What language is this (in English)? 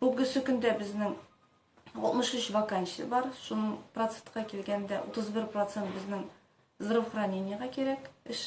Tatar